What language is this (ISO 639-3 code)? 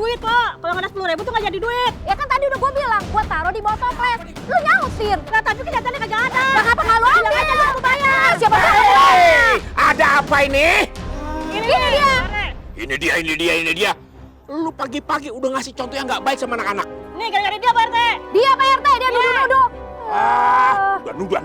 bew